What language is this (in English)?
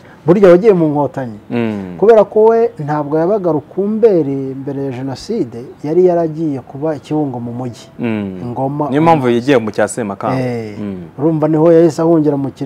Kinyarwanda